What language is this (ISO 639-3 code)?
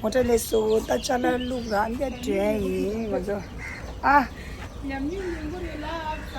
bod